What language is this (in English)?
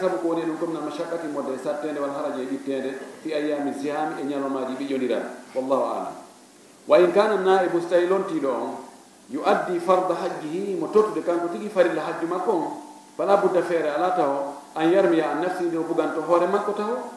Fula